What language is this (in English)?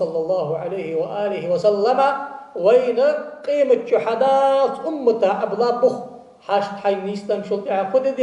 Ingush